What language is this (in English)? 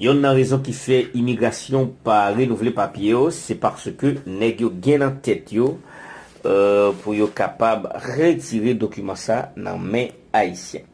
Haitian Creole